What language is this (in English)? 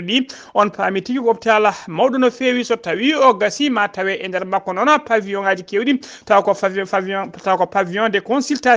Fula